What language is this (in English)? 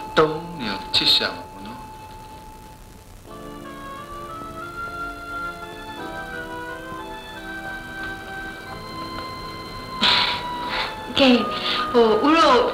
Burmese